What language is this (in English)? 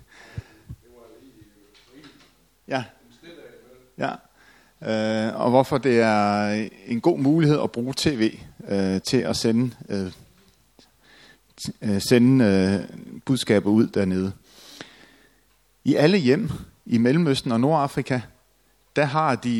Danish